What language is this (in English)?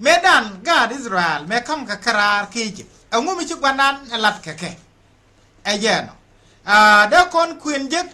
Nuer